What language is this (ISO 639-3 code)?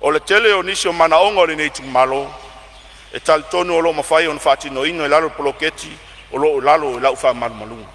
smo